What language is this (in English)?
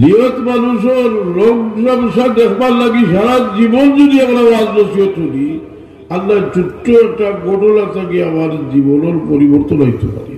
Sylheti